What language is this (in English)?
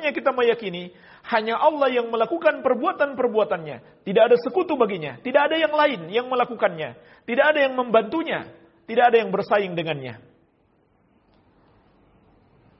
Indonesian